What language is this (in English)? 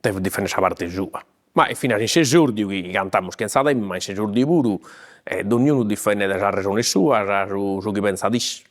Sardinian